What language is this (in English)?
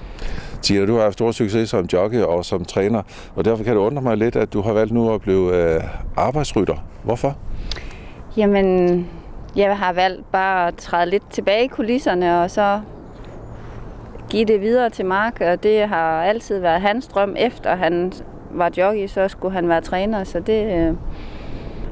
Danish